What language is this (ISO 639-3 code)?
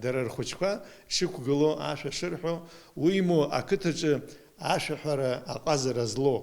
abk